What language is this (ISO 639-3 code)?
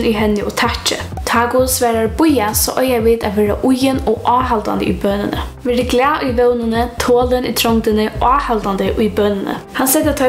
fao